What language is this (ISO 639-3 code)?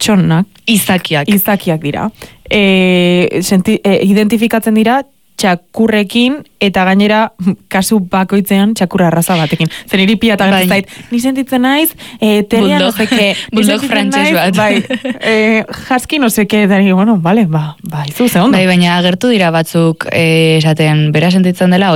eus